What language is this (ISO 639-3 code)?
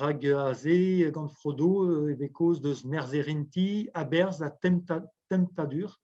bre